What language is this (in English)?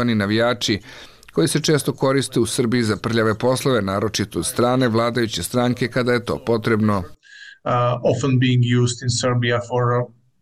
Serbian